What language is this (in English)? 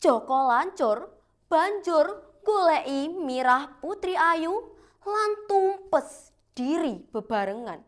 Javanese